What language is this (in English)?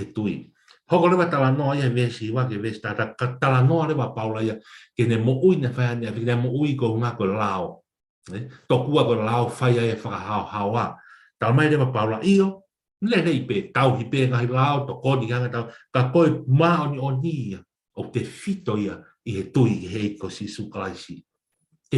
Tongan